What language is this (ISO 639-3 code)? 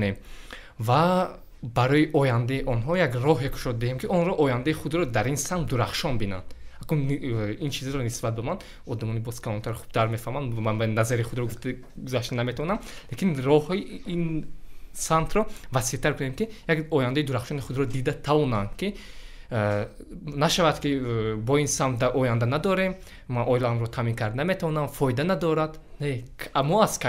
tgk